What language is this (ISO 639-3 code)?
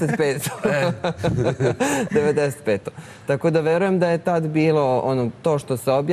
srp